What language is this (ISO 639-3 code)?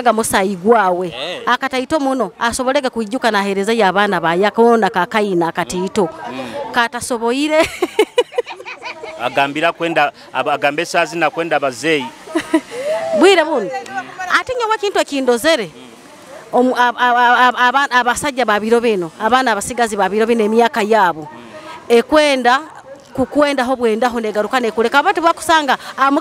nyo